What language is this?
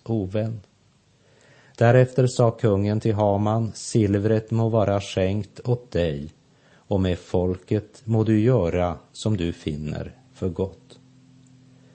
Swedish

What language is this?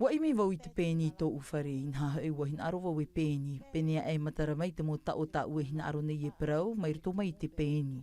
Tahitian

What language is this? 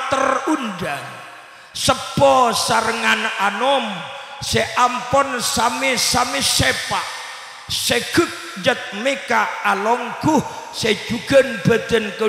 Madurese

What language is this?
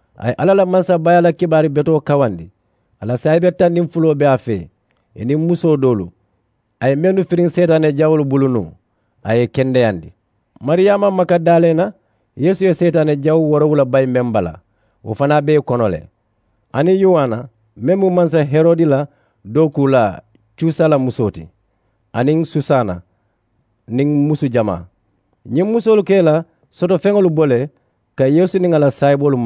Mandingo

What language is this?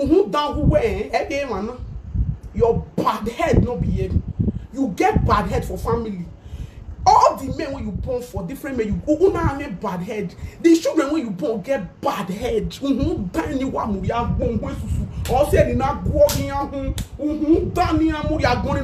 Nigerian Pidgin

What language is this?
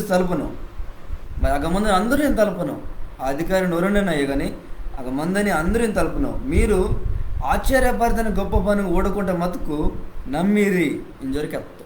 Koya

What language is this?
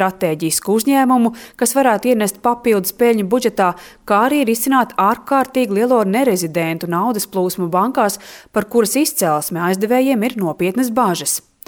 Latvian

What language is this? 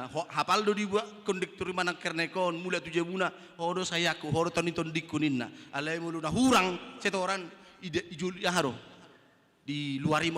Batak Toba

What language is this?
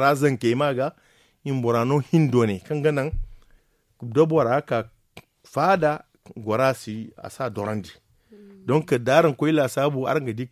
Zarma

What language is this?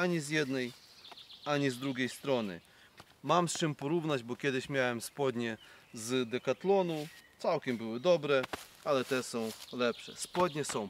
Polish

